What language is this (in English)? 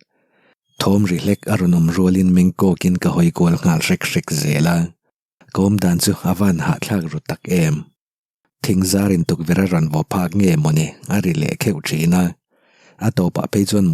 Mizo